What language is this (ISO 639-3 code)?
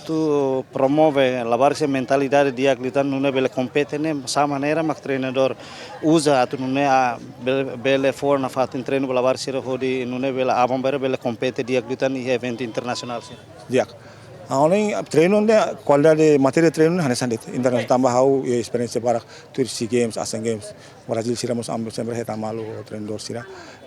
tet